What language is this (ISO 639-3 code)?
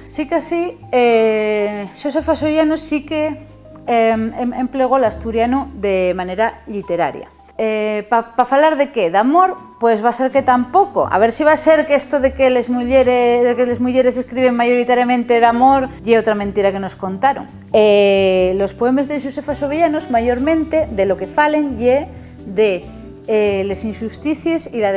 ast